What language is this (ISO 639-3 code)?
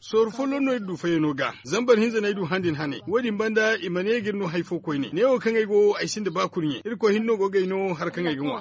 dje